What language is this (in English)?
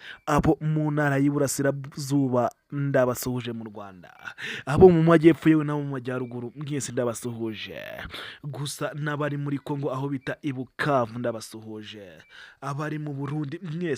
Kinyarwanda